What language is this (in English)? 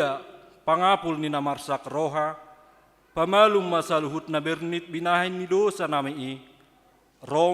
Batak Toba